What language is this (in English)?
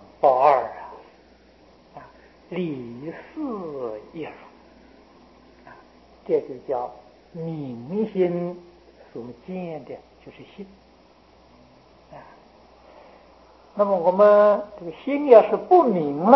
Chinese